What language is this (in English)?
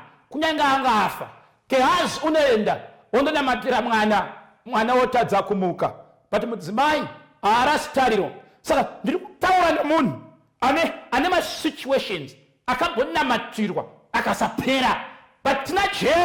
Shona